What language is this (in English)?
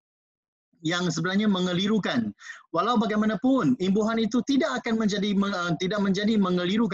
Malay